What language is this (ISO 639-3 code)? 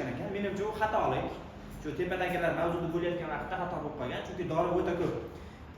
uzb